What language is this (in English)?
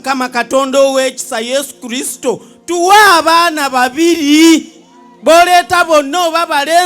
Ganda